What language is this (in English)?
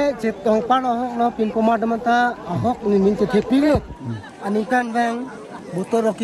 Karbi